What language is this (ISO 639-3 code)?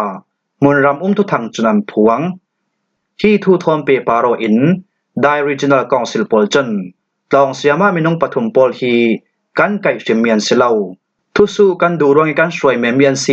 cfm